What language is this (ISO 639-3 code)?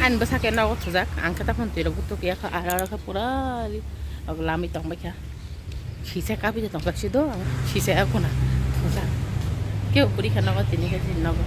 trp